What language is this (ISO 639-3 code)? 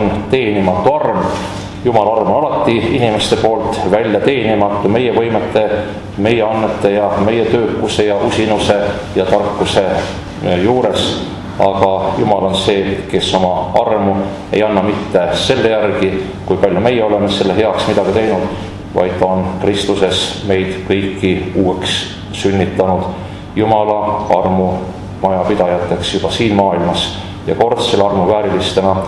est